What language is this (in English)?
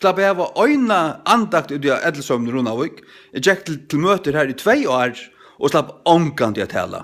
Faroese